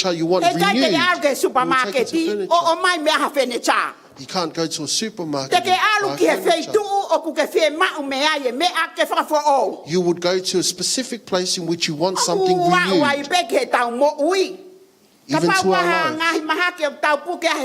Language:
Tongan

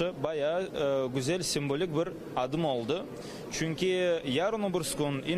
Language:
Crimean Tatar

